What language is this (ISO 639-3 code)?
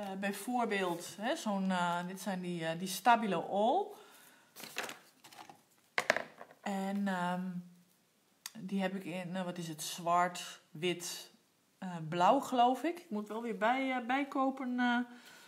nld